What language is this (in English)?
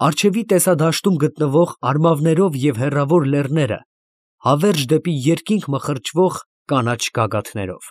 Armenian